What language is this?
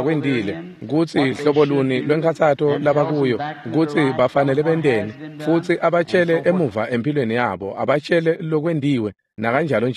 Swati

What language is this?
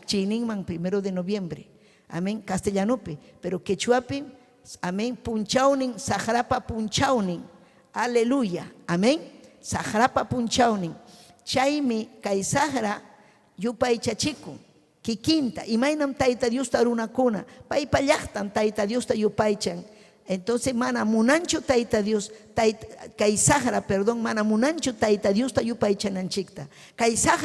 Ayacucho Quechua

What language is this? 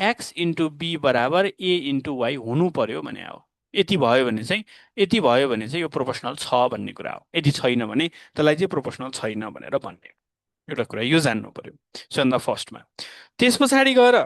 Nepali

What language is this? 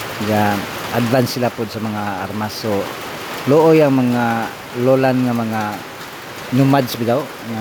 Cebuano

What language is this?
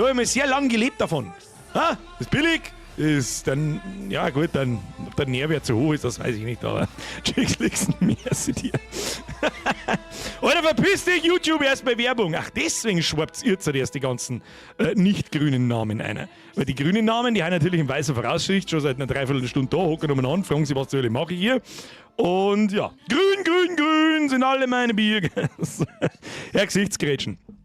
Bavarian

